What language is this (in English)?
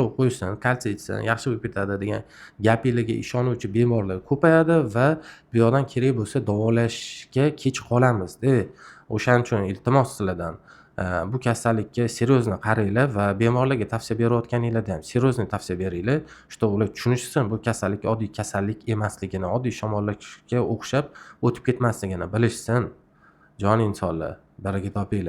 Uzbek